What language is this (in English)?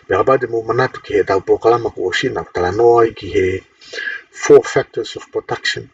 Tongan